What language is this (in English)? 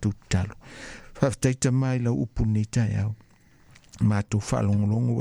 Samoan